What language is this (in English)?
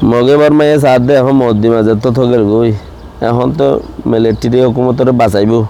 Rohingya